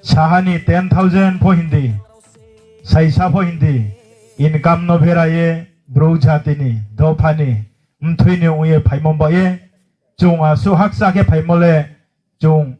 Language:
Riang (India)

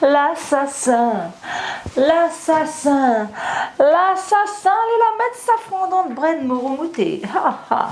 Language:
Réunion Creole French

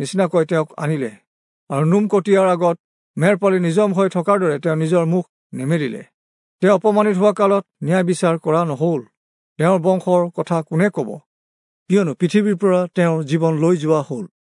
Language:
Assamese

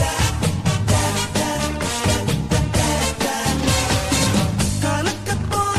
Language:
Tamil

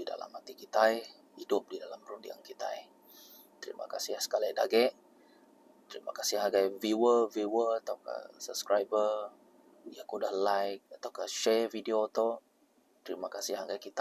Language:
Iban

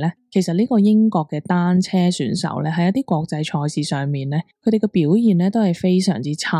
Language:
Cantonese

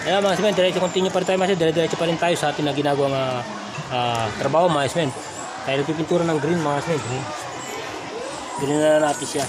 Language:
Filipino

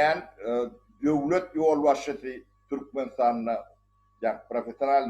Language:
Turkmen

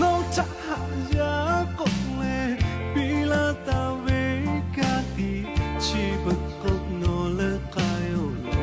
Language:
Lahu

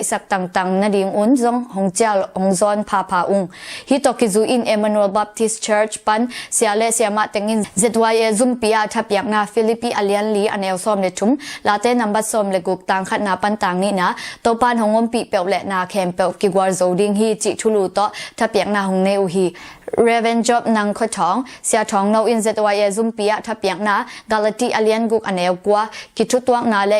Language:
Tedim Chin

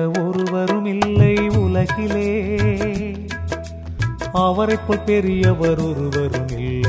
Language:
Tamil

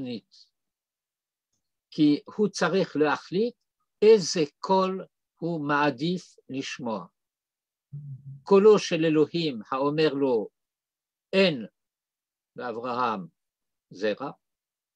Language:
Hebrew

